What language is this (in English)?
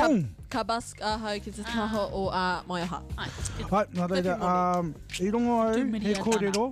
Māori